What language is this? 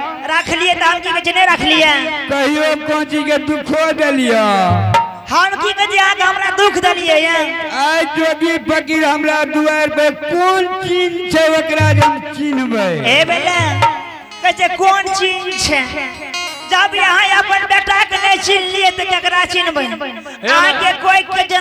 Angika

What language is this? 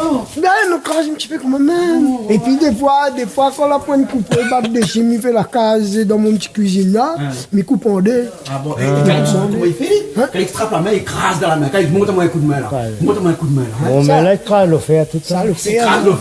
Réunion Creole French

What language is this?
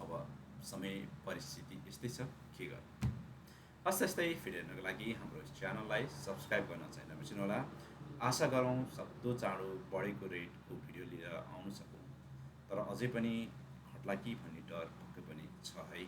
Nepali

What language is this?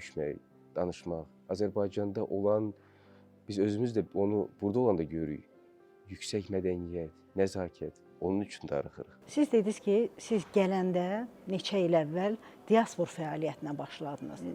Azerbaijani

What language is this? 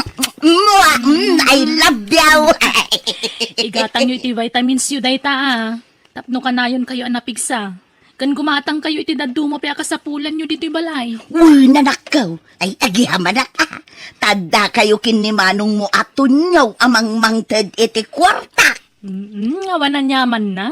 Iloko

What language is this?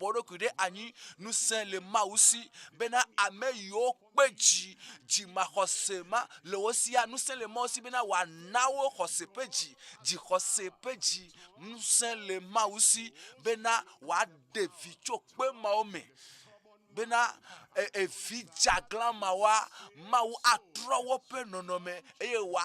Ewe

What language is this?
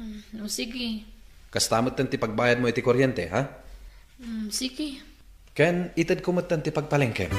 Iloko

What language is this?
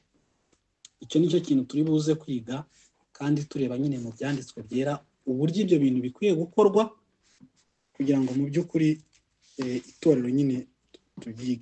Kinyarwanda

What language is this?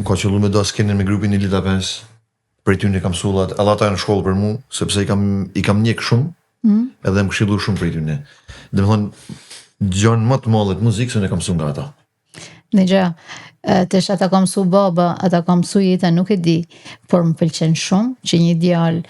Albanian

